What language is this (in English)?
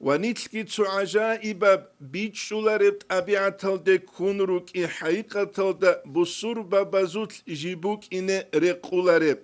Avaric